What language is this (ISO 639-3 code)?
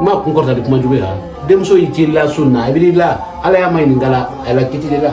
bam